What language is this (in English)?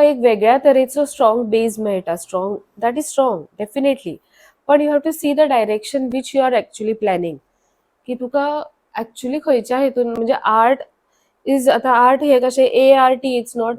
Konkani